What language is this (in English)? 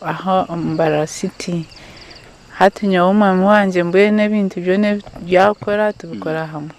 Nyankole